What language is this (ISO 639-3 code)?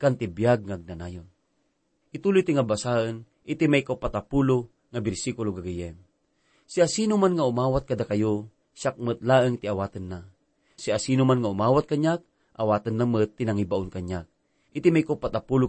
ilo